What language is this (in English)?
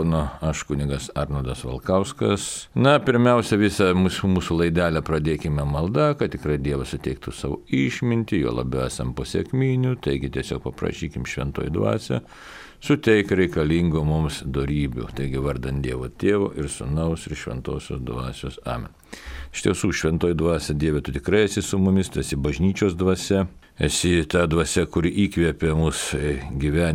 Lithuanian